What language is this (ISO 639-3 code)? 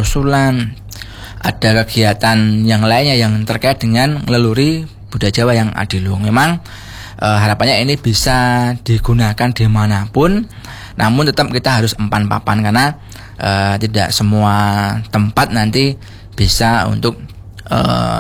ind